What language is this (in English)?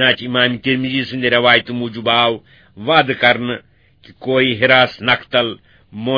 Kashmiri